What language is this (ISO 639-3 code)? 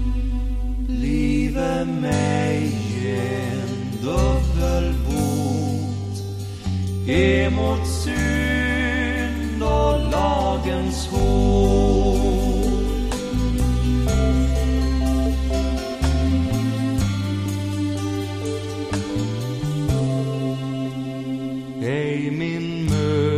swe